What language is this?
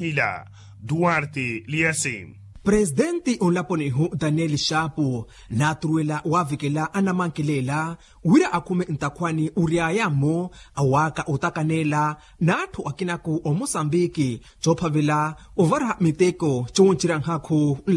Makhuwa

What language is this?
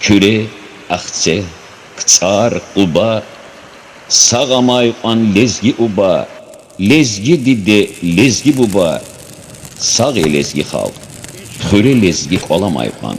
Lezghian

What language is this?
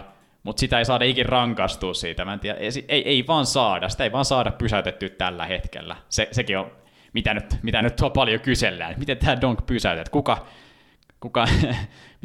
Finnish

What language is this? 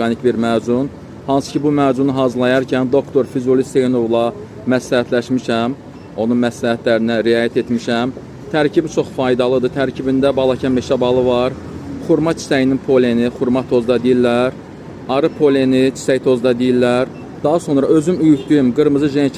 Azerbaijani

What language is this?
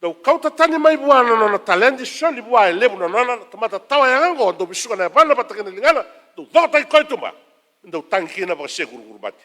Fijian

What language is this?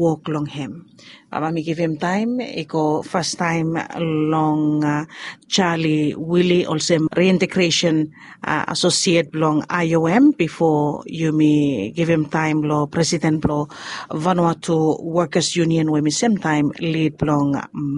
Bislama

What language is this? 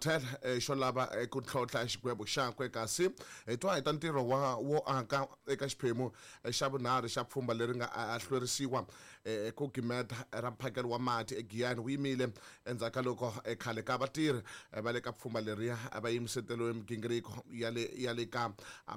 Tsonga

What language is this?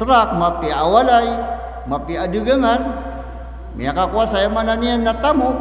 Maranao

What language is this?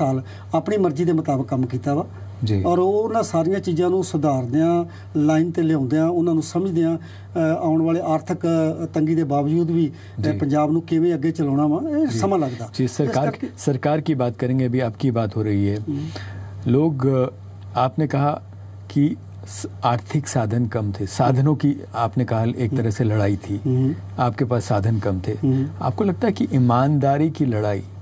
Punjabi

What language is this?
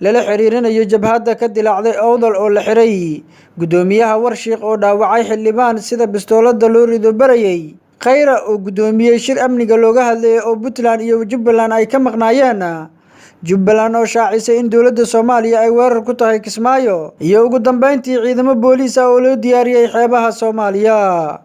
Somali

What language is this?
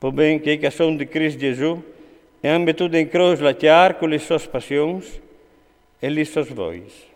Friulian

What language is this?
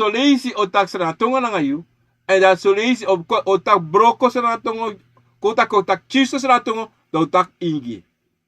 Sranan Tongo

